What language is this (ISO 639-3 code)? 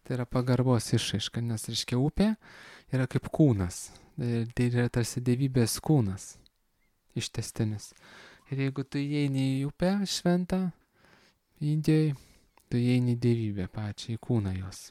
lit